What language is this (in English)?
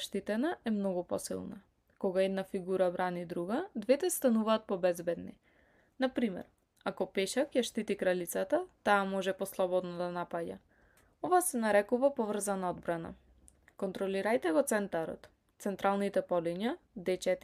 Macedonian